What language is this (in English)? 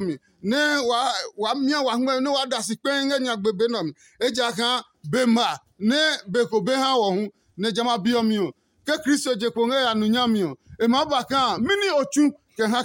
Adangme